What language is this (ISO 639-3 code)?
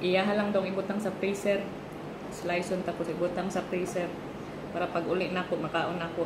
ceb